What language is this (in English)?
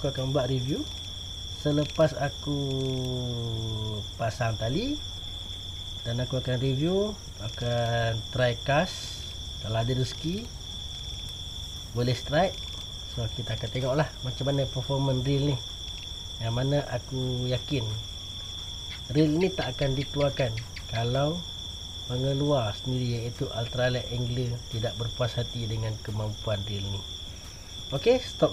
Malay